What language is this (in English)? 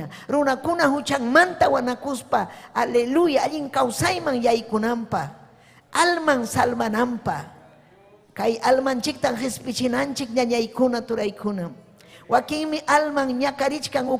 Ayacucho Quechua